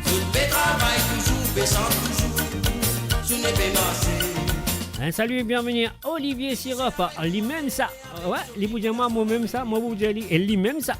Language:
Morisyen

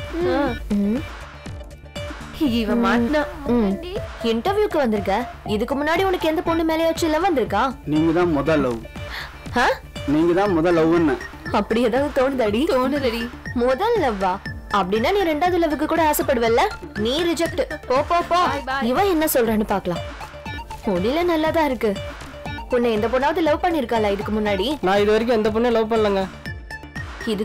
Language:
Tamil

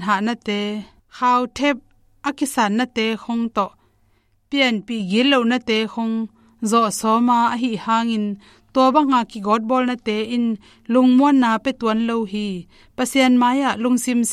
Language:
Tedim Chin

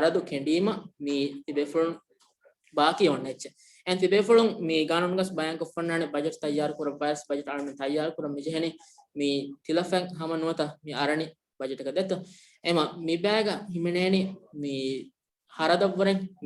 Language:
Divehi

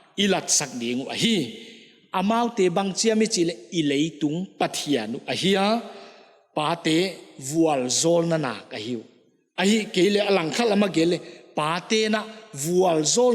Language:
Paite Chin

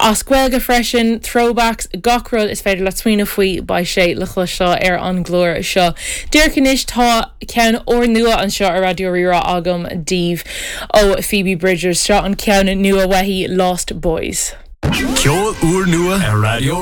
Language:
Irish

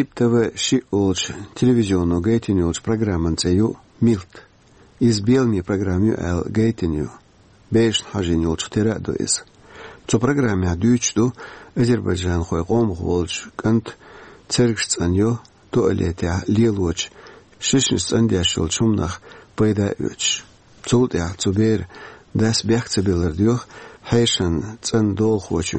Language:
Chechen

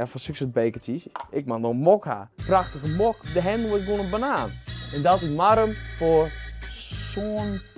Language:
Western Frisian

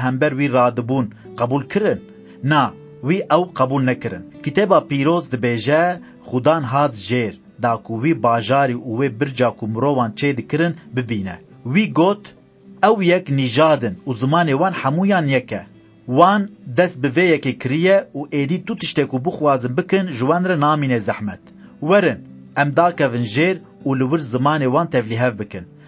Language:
Kurdish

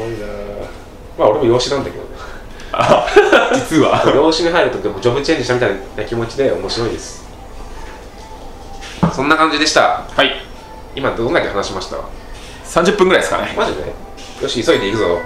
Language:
Japanese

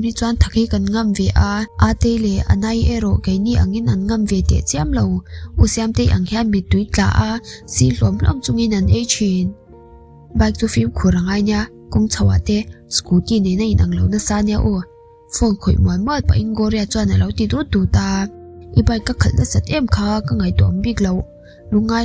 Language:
Mizo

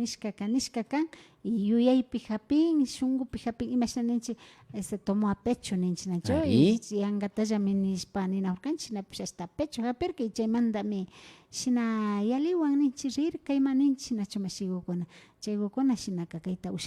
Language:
Imbabura Highland Quichua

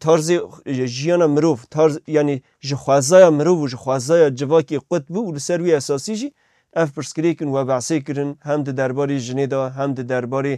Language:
Kurdish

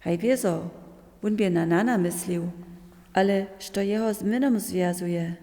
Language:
Upper Sorbian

